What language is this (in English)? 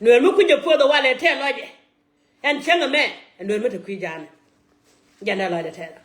Nuer